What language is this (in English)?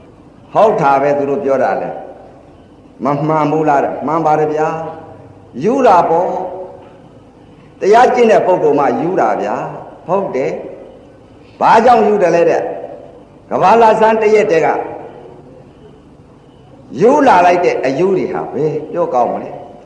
Burmese